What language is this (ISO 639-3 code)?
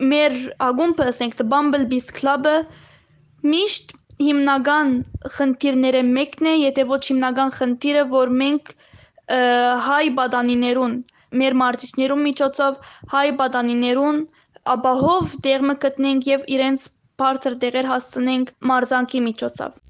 hyw